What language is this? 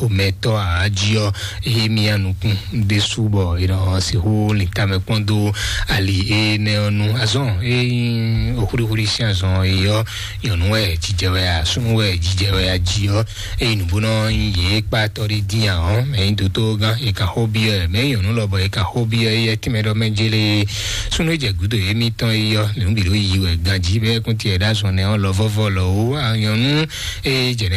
Fon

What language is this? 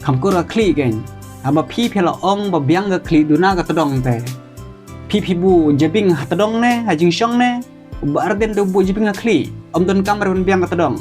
Khasi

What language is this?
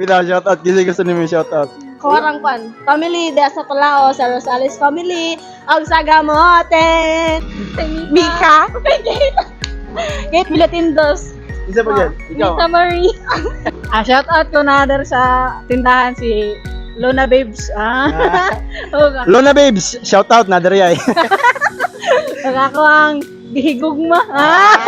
Cebuano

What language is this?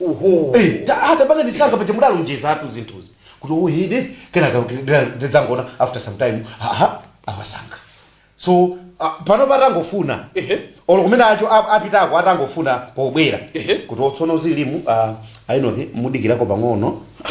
Nyanja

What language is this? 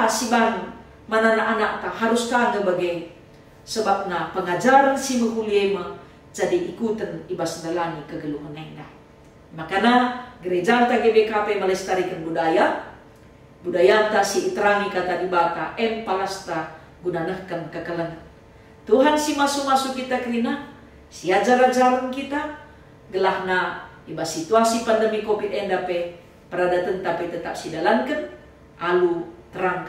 Batak Karo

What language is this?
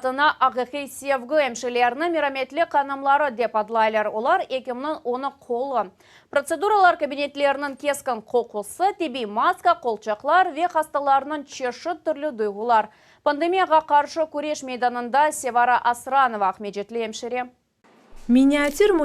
Crimean Tatar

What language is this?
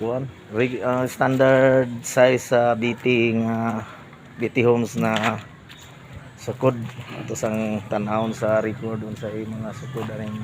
Cebuano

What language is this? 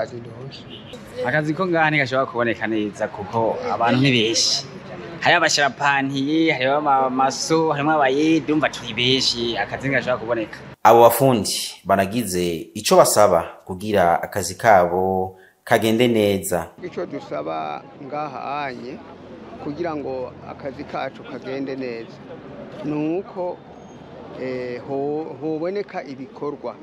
Rundi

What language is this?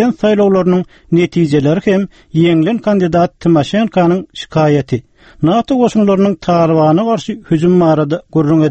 Turkmen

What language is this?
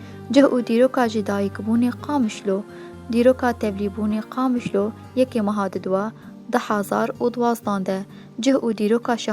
Kurdish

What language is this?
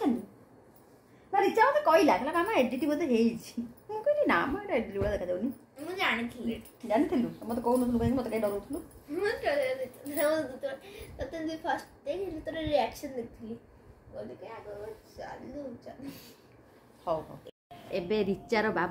Sambalpuri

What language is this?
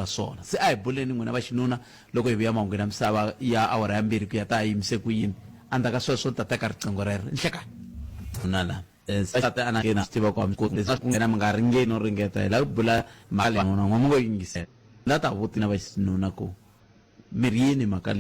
Tsonga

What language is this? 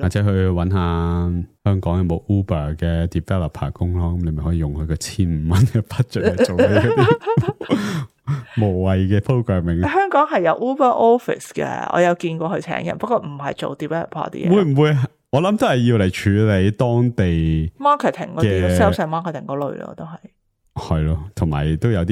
Cantonese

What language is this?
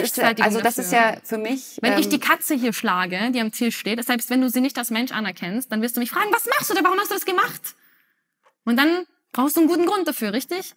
German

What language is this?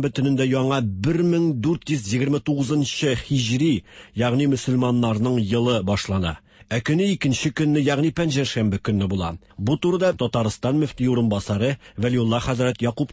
Tatar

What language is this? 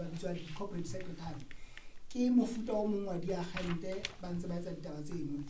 Southern Sotho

